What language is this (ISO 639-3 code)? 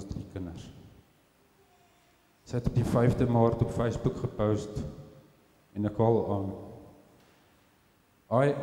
afr